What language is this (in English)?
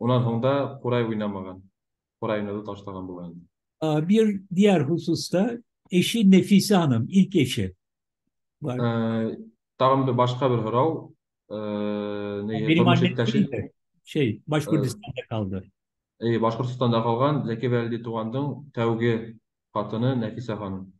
Bashkir